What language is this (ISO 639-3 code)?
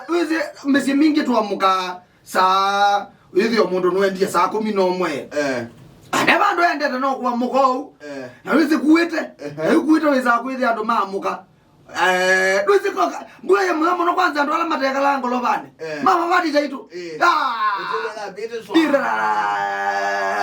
kam